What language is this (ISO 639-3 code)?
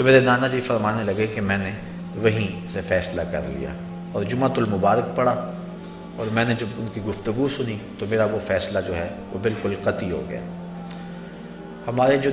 urd